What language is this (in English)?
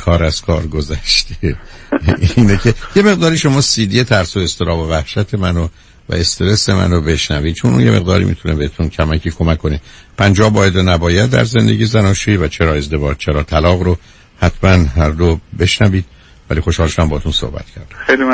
Persian